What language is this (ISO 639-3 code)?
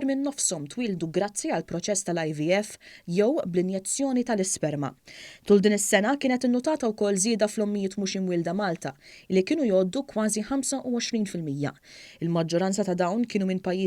mlt